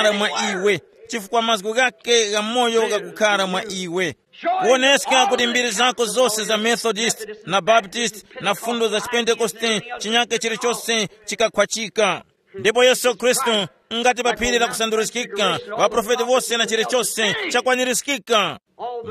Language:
Tumbuka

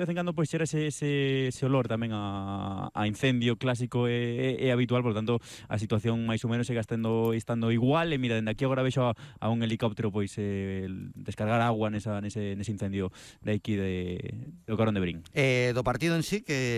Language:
Galician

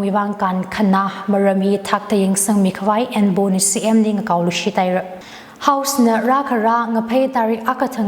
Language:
Tangkhul Naga (India)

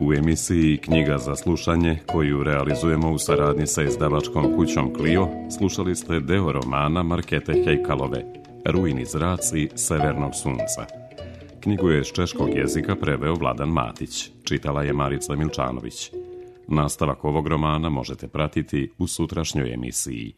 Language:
Serbian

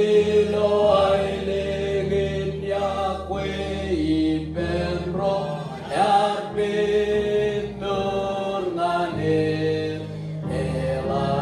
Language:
Marshallese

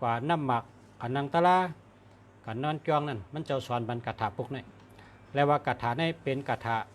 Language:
Shan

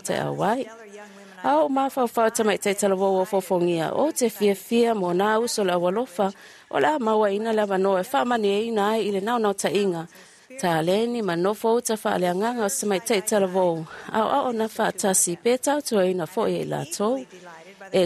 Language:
Samoan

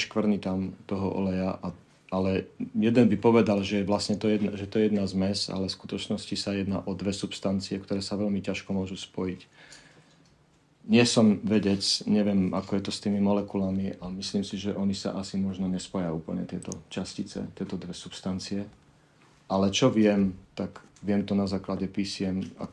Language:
Slovak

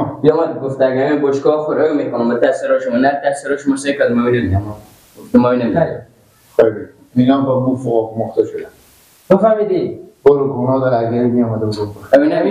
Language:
Persian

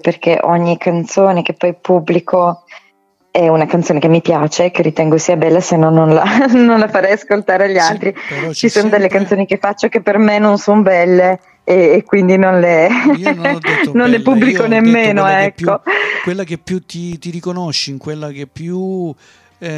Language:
Italian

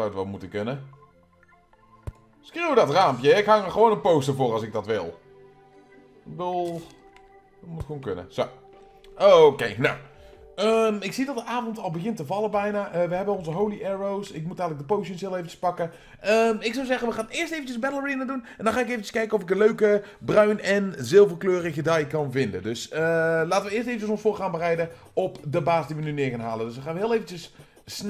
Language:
Dutch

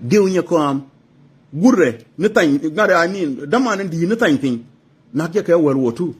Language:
Nuer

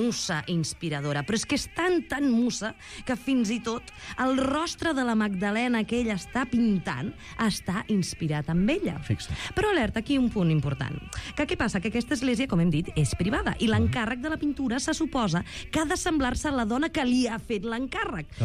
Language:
Catalan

